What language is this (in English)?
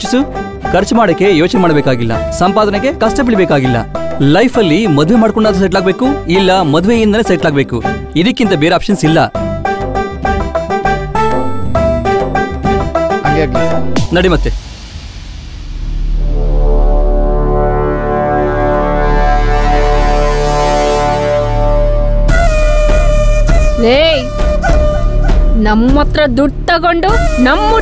Kannada